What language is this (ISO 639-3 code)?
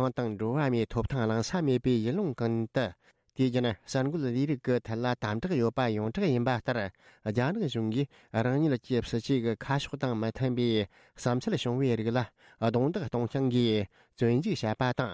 bod